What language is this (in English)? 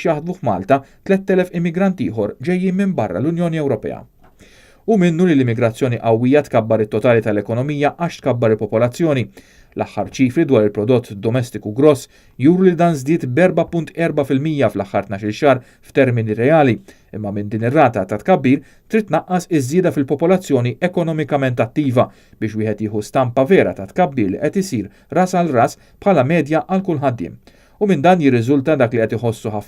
Maltese